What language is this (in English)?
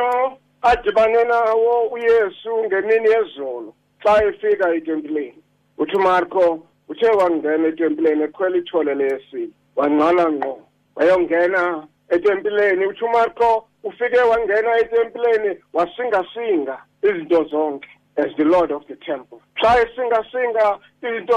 Xhosa